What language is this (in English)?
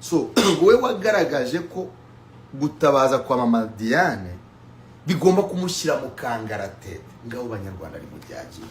Kinyarwanda